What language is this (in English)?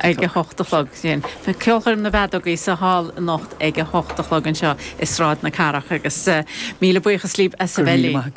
Irish